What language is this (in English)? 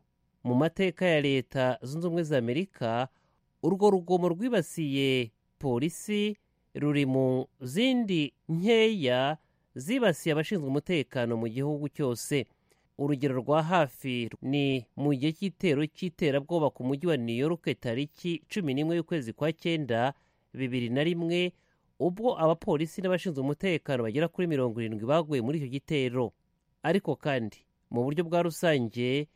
Kinyarwanda